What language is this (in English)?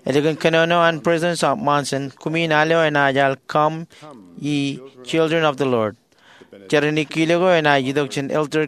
Marshallese